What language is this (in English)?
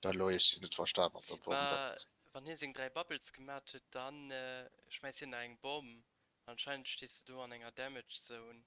Luxembourgish